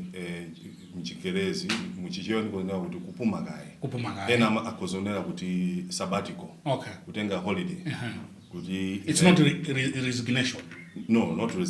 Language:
Nyanja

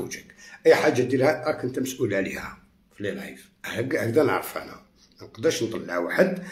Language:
Algerian Arabic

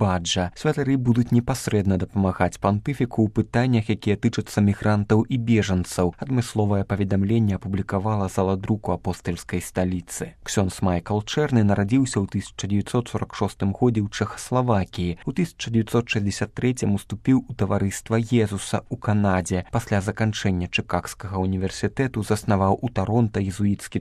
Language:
Belarusian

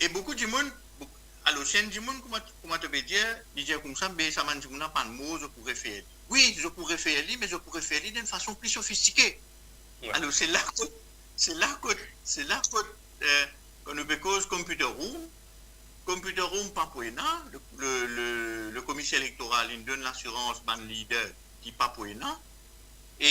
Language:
Morisyen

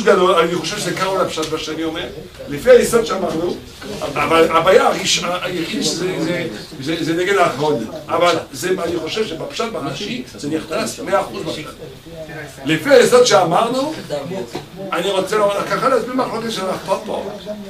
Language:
Hebrew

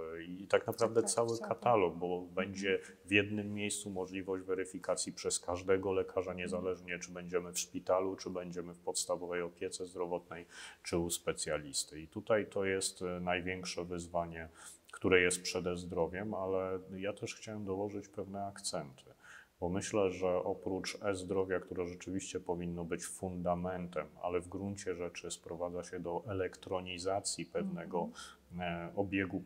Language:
Polish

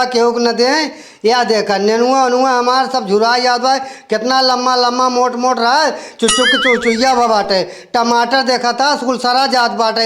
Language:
Awadhi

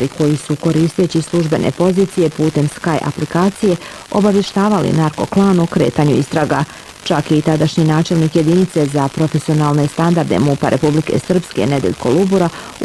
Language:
Bosnian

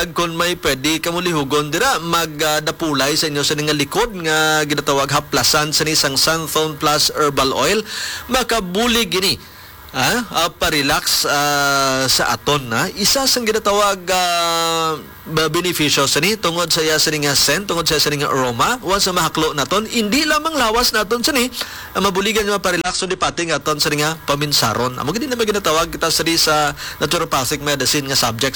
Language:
Hiligaynon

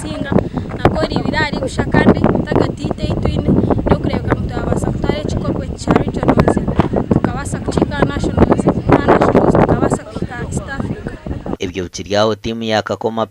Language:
Nyankole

